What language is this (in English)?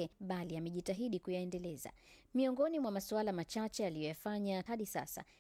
Swahili